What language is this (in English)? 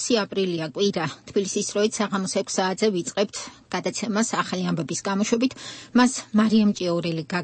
Georgian